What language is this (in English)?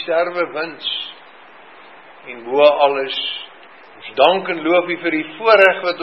Afrikaans